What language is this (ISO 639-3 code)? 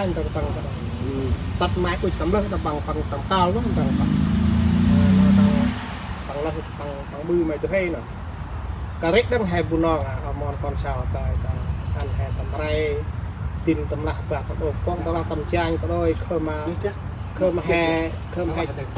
cmo